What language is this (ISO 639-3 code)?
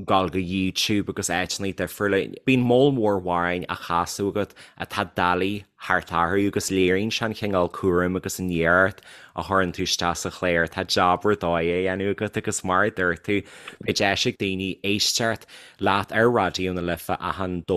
gle